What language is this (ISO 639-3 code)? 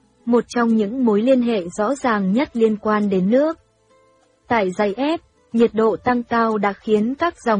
vie